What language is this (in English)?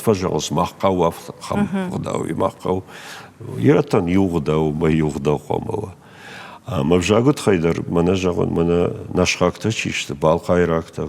Ossetic